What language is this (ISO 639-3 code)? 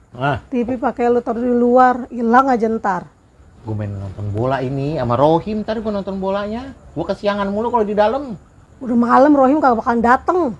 bew